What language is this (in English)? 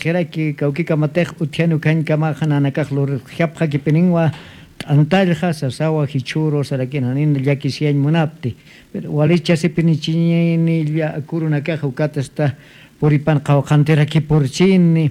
Aymara